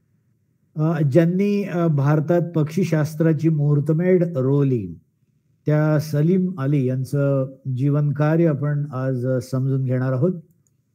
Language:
Marathi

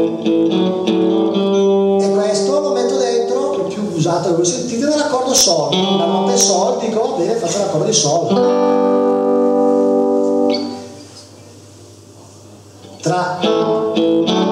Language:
Italian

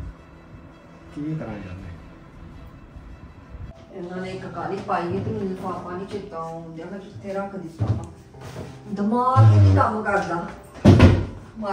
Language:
Punjabi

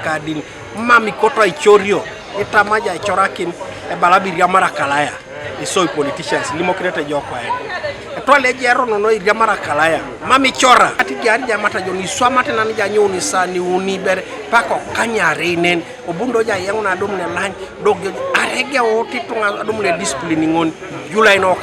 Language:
Teso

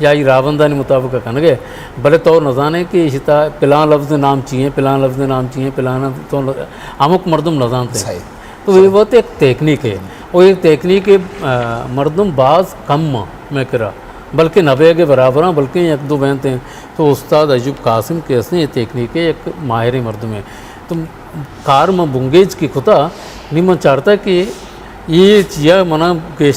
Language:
Eastern Balochi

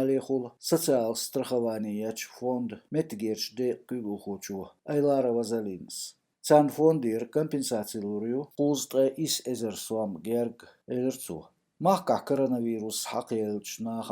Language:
Chechen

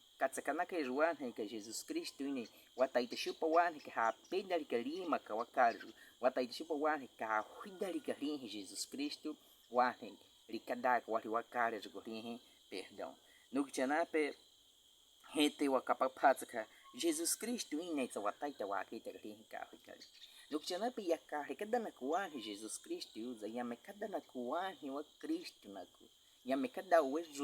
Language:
Baniwa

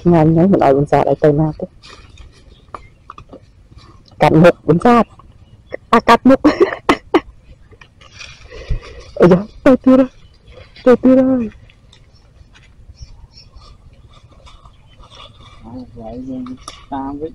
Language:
Vietnamese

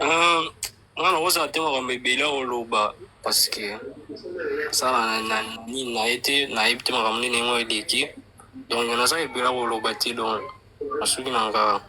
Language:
Lingala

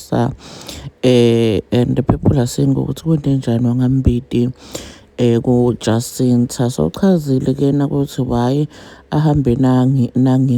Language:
Zulu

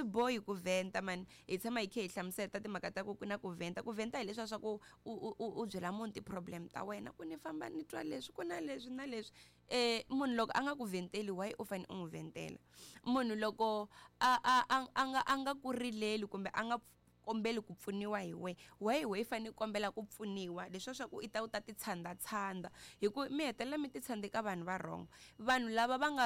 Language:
Tsonga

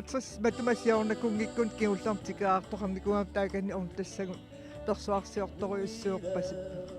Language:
Kalaallisut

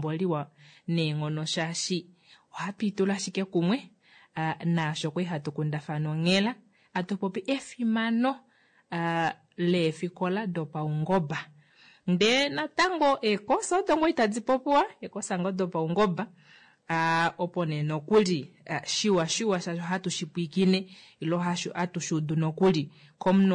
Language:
Kuanyama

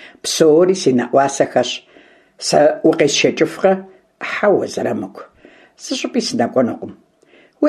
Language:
Kabardian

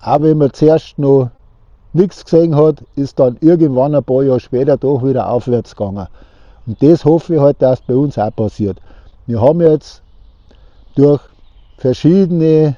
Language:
Bavarian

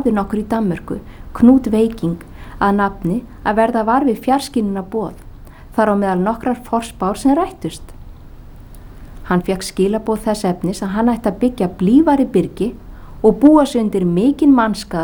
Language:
Icelandic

